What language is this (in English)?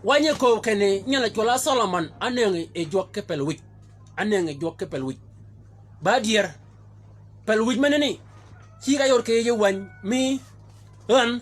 Shilluk